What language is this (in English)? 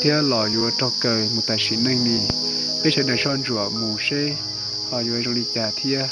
Hmong